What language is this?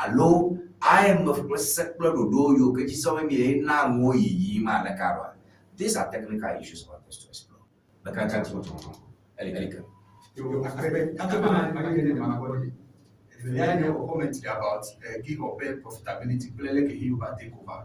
Ewe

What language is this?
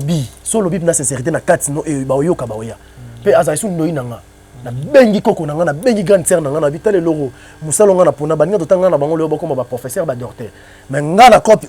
Lingala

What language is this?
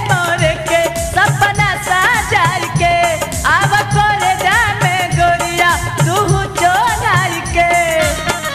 Bhojpuri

